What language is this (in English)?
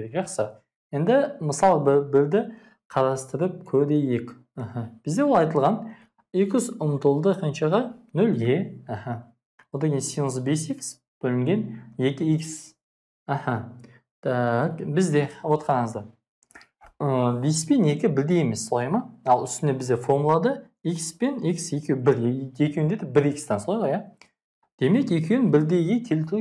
Kazakh